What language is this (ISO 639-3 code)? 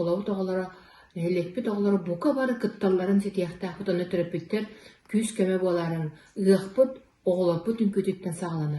sah